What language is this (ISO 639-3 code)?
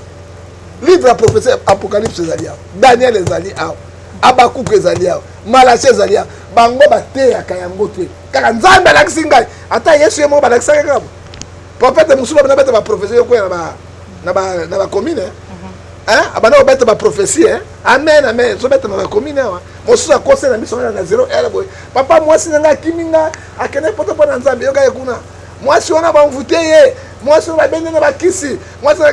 lin